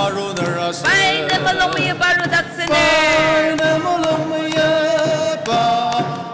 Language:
Ao Naga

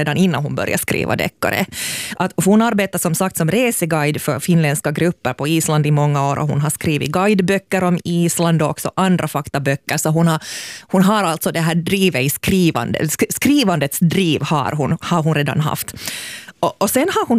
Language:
Swedish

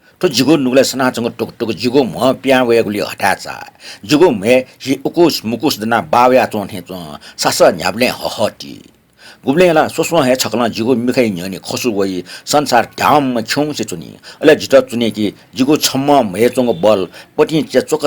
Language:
Newari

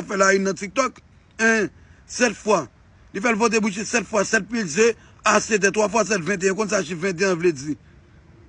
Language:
Haitian Creole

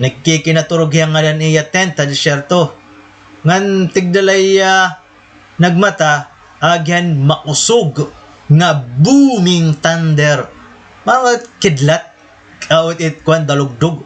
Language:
Waray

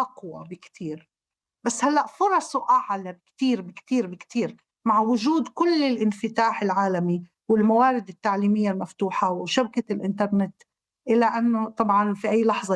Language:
North Levantine Arabic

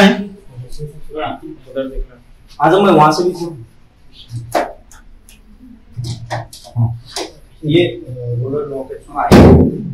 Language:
Hindi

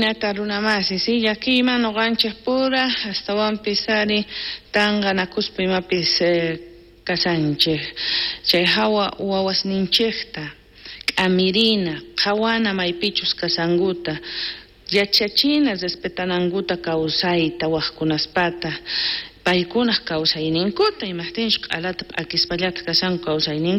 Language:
South Bolivian Quechua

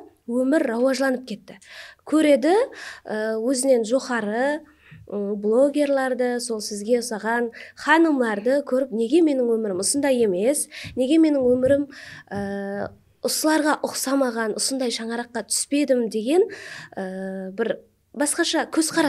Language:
Kara-Kalpak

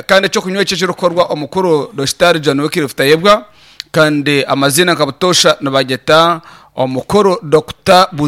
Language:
Nyankole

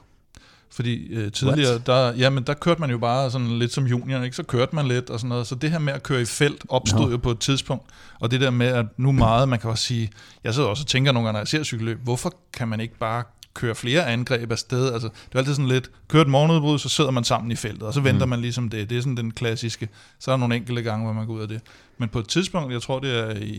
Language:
Danish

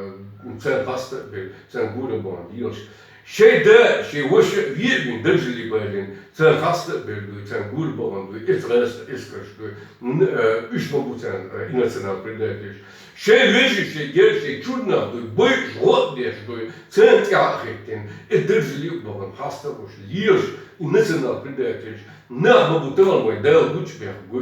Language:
Chechen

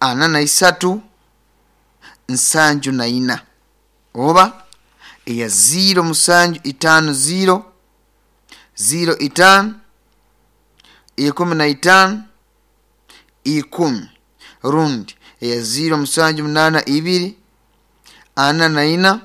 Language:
Nyoro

